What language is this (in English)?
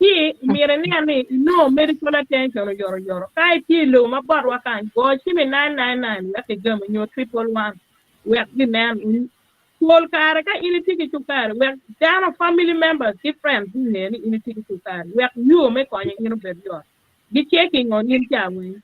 Acoli